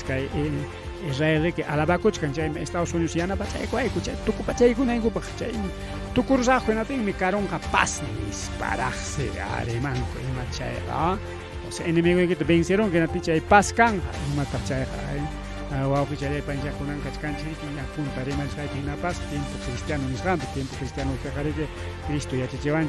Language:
Ayacucho Quechua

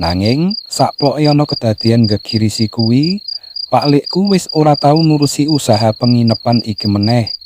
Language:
Javanese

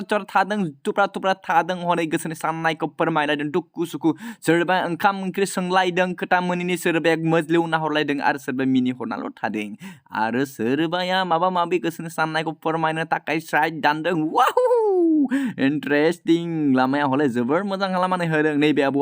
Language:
Bodo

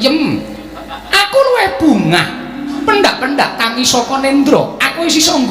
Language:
Javanese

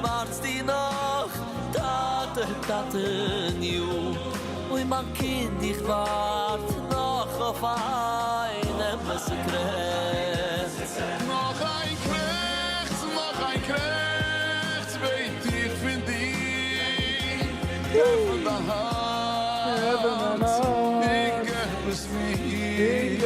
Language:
Yiddish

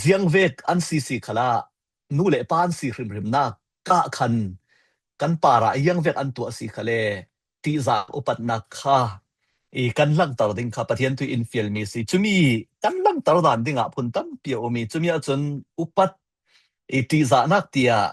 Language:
Falam Chin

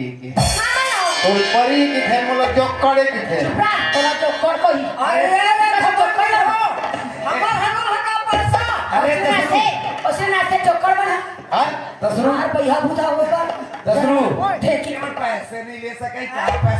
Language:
Chhattisgarhi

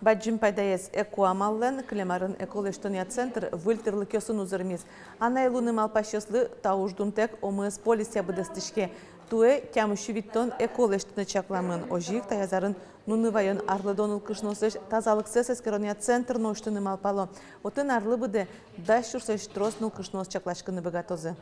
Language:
Udmurt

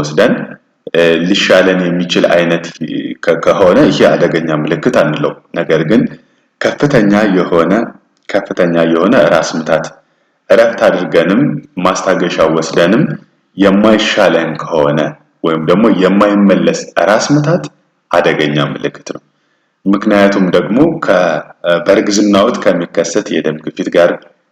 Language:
Amharic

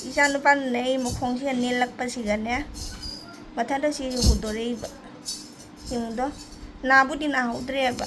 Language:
Manipuri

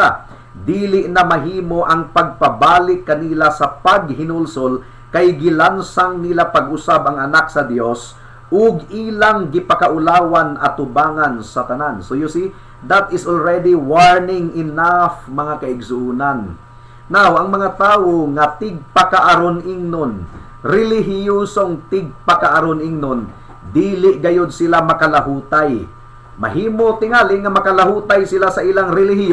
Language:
Cebuano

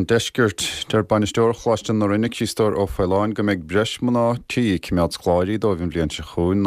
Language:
Irish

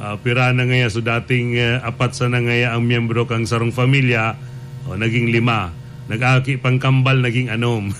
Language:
Bikol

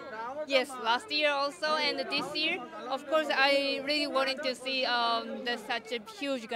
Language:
Telugu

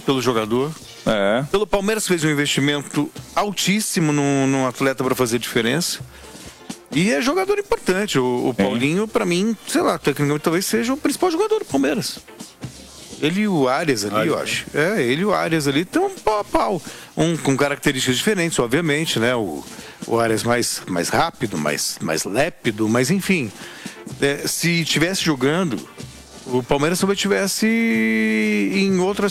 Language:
Portuguese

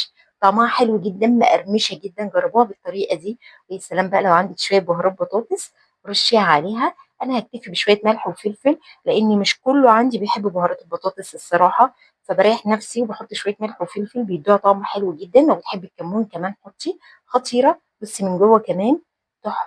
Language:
Egyptian Arabic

